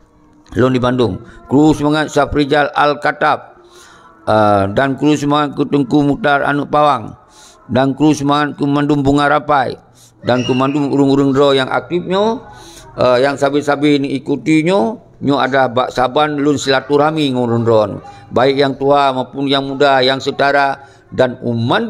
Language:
Achinese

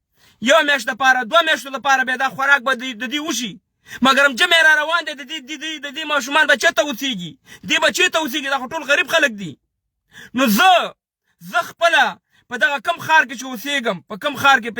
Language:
Pashto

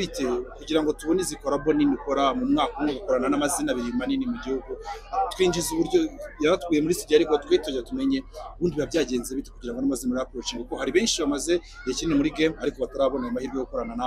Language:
Kinyarwanda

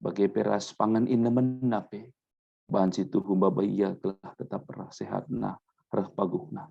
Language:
Batak Karo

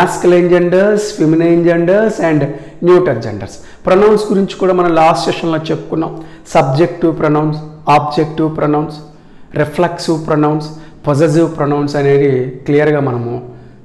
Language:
Telugu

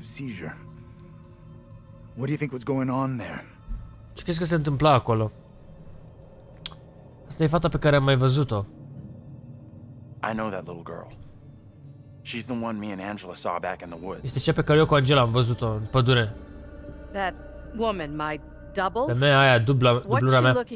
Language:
Romanian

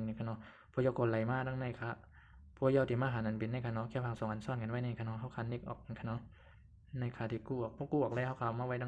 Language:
Shan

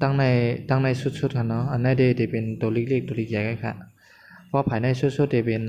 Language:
Shan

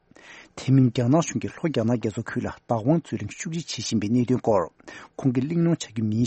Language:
Tibetan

